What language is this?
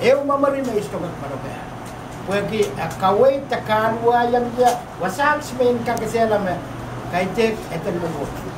Pohnpeian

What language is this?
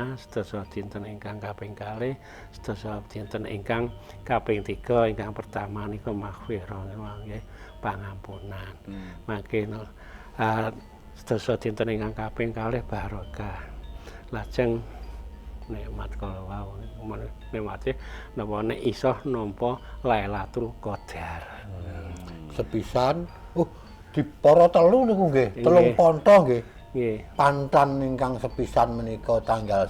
Javanese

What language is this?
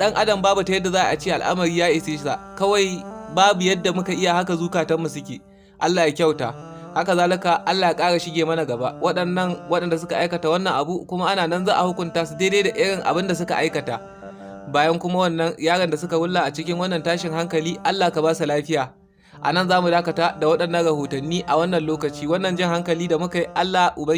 Hausa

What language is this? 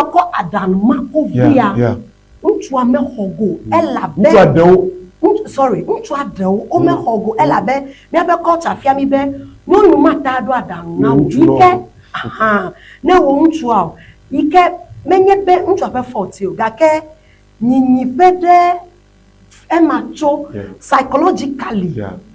Ewe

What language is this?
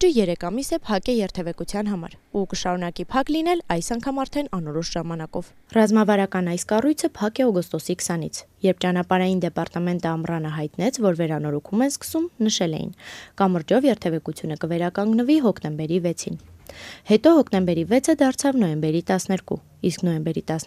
Armenian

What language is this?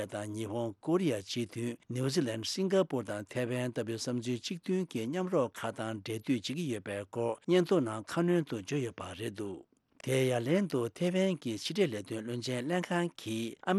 Tibetan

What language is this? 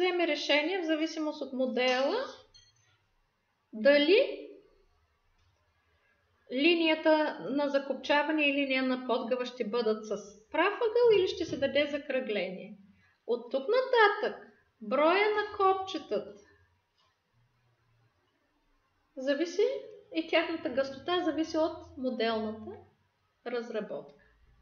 Bulgarian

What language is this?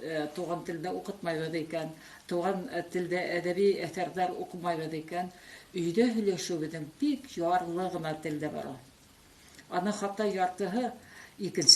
Bashkir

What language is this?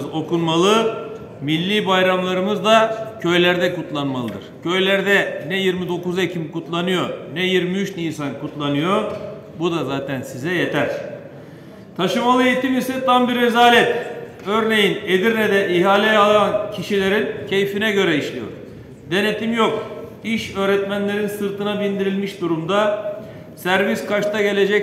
Turkish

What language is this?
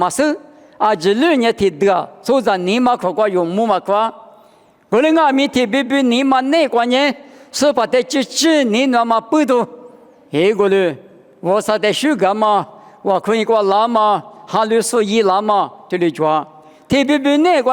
Lisu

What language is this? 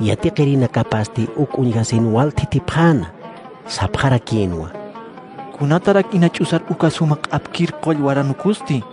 Aymara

